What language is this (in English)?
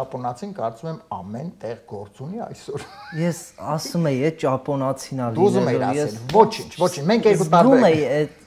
Armenian